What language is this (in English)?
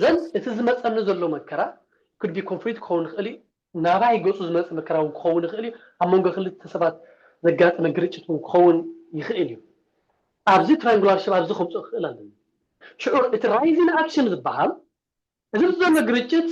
Tigrinya